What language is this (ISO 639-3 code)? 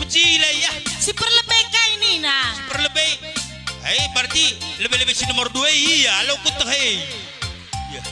btx